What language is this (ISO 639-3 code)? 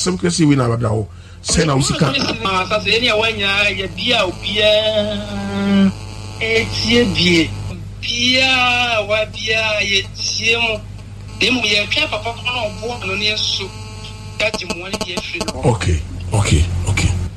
aka